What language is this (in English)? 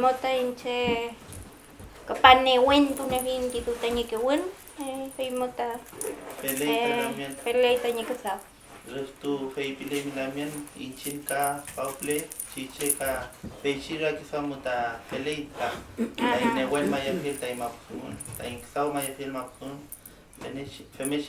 Mapuche